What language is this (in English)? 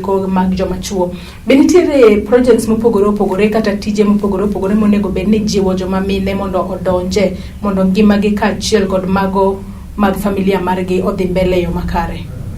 Luo (Kenya and Tanzania)